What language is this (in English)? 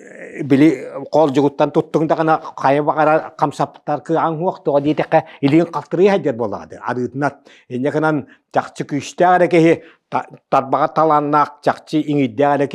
Yakut